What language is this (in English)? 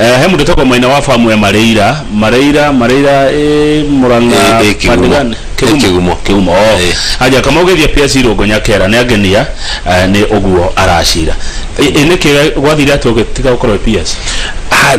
Kikuyu